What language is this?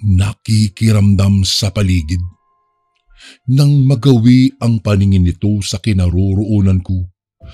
Filipino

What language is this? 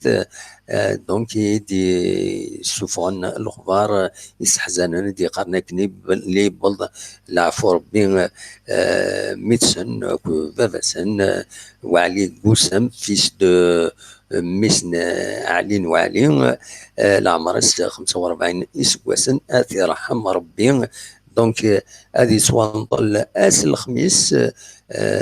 Kabyle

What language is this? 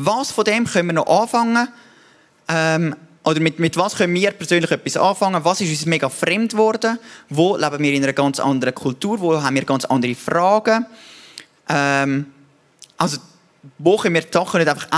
Swiss German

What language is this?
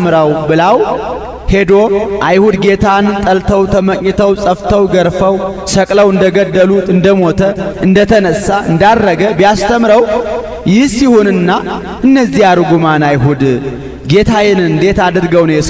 Amharic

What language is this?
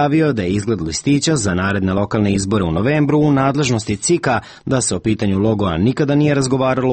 Serbian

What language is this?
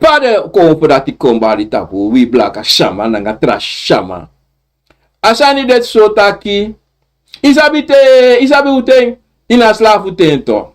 Sranan Tongo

